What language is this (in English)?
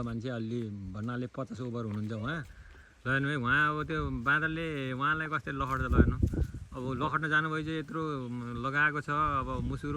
Nepali